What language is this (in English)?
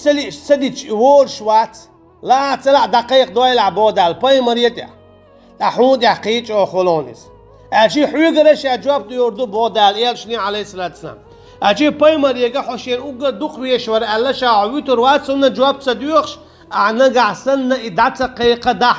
Chechen